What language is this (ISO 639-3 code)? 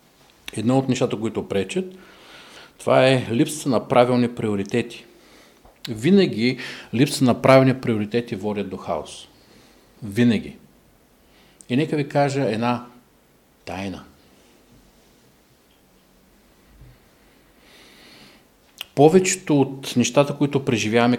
bul